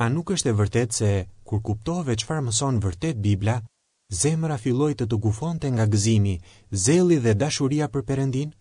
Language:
Albanian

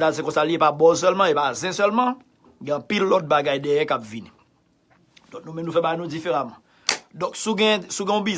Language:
Haitian Creole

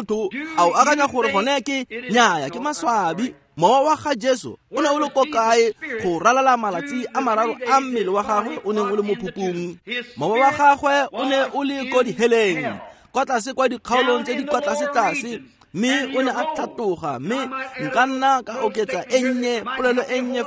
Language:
Tswana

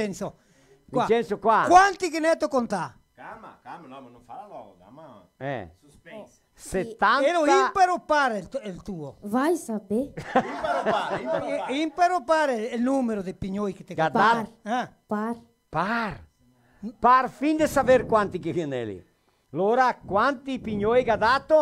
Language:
Venetian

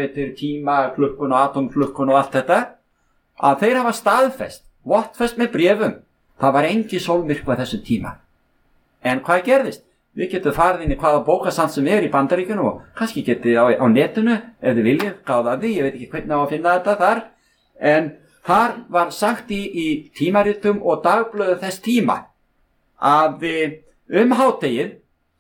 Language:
Icelandic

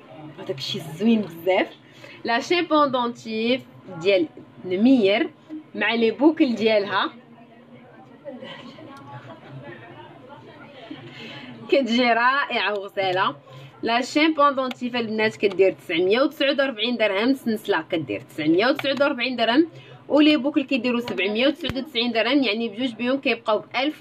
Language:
Moroccan Arabic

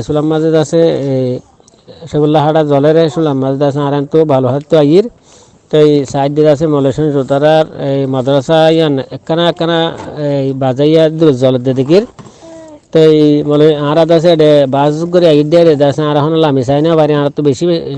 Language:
Rohingya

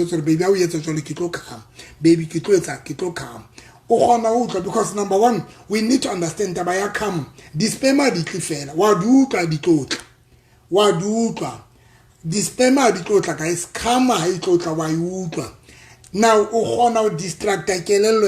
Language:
Southern Sotho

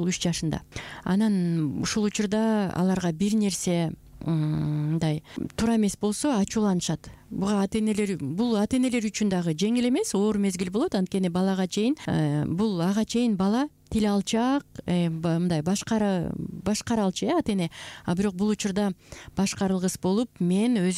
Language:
Kyrgyz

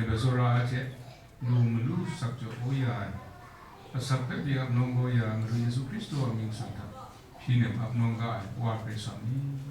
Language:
Kachin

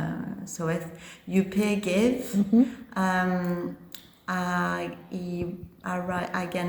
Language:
Cornish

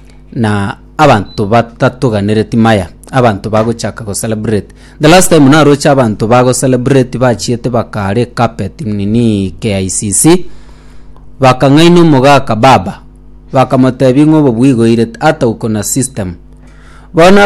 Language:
Gusii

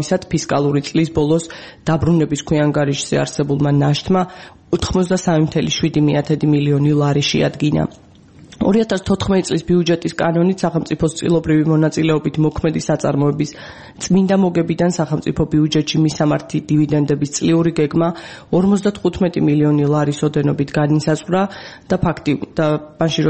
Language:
Georgian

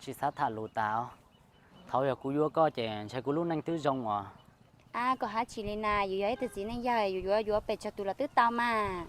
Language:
Hmong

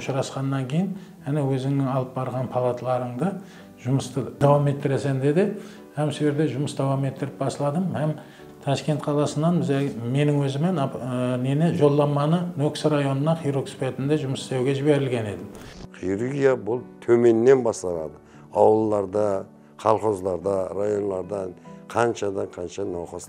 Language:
Kara-Kalpak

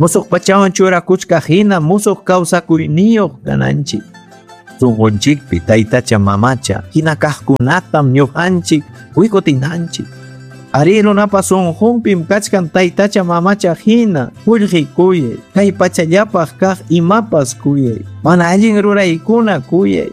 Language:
Ayacucho Quechua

